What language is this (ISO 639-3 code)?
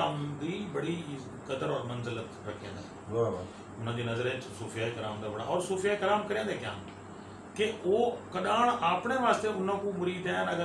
skr